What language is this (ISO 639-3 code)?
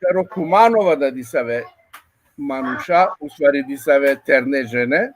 rmn